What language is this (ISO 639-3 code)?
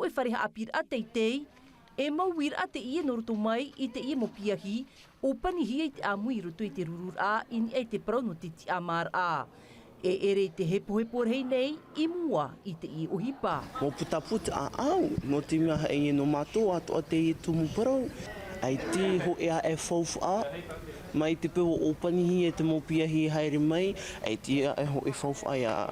tah